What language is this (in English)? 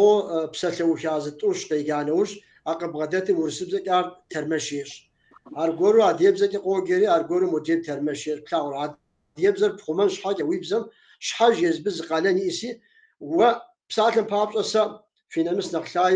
Kabardian